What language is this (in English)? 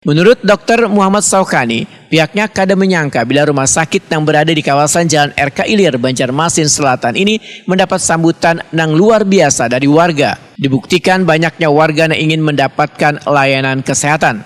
Banjar